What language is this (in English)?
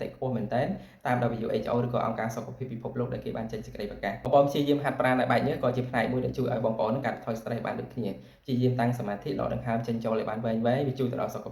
Khmer